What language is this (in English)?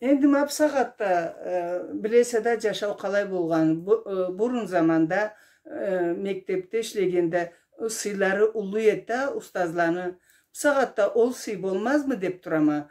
Karachay-Balkar